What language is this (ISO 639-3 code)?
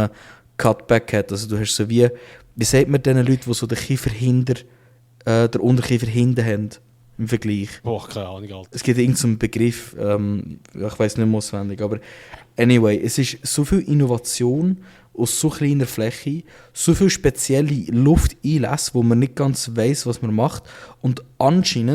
gsw